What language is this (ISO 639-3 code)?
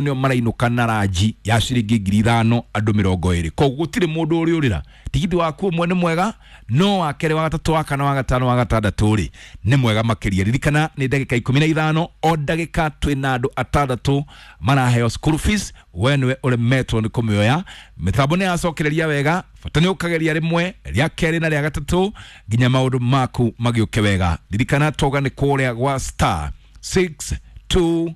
kik